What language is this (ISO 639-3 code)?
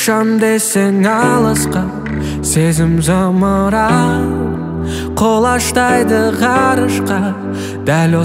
kaz